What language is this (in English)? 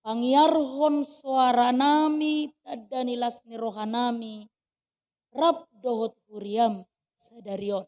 Batak Toba